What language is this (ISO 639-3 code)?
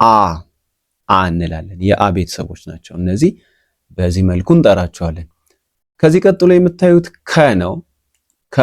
amh